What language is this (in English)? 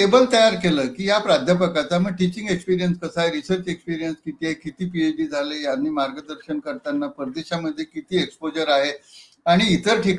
Marathi